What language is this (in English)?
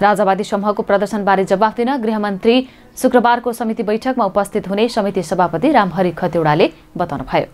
Nepali